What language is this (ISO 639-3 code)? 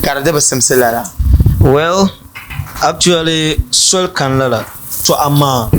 dag